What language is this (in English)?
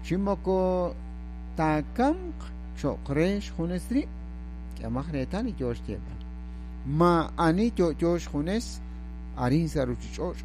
Kekchí